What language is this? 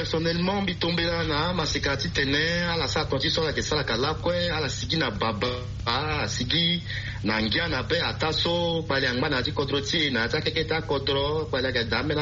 Sango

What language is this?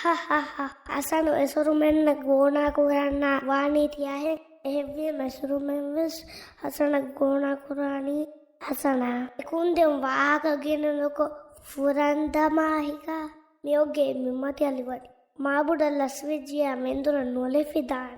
Divehi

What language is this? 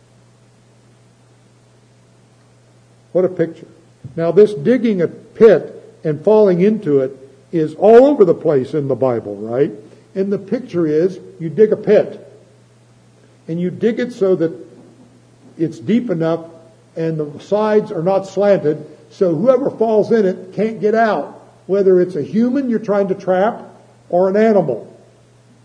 English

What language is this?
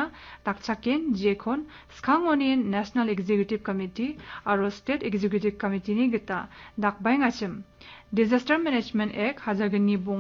Garo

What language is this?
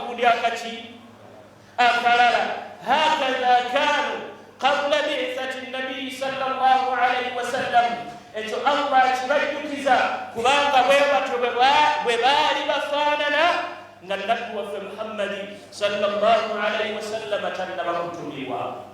Ganda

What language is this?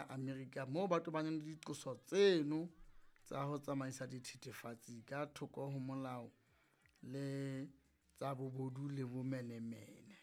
Southern Sotho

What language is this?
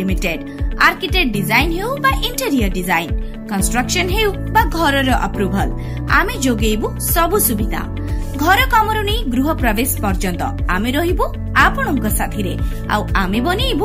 Odia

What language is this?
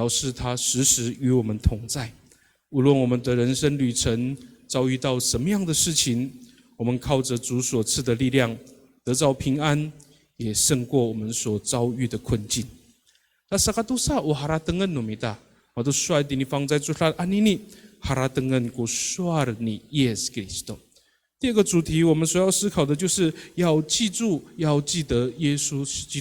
Amis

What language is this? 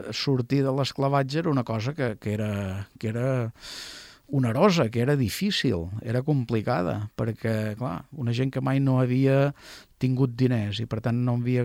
Catalan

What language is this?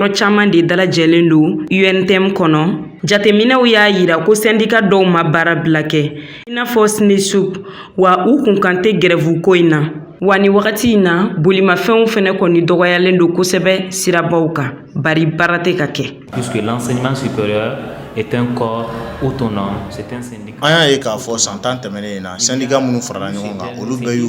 Bambara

